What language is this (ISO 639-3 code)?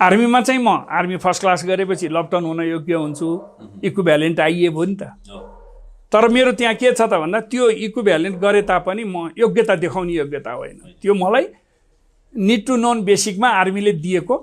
nep